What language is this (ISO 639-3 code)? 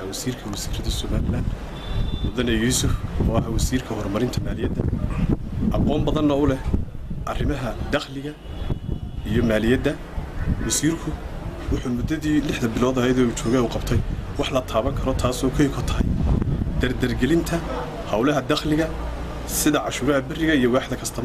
som